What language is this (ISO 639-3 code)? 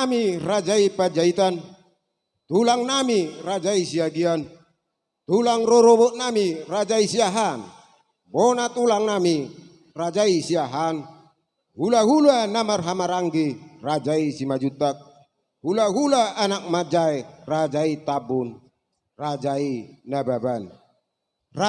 bbc